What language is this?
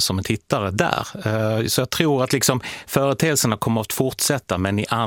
Swedish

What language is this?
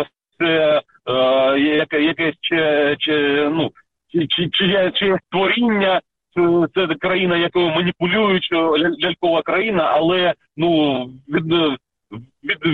Ukrainian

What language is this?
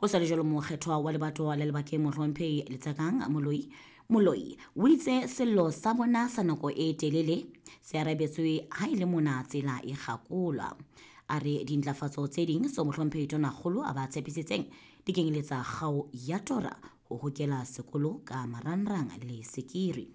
Southern Sotho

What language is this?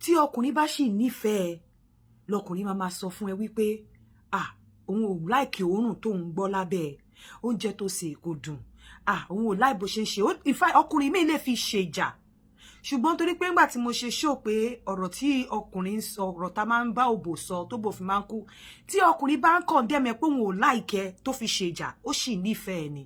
Yoruba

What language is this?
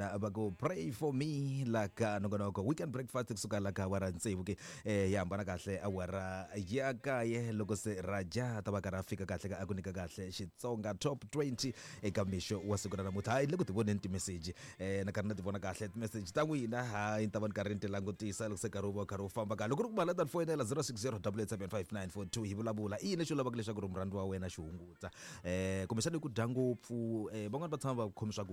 Tsonga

